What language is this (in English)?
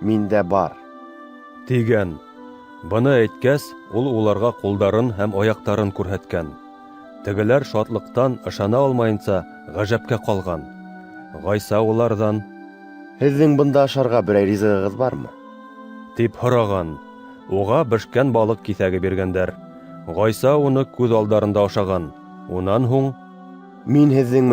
Bashkir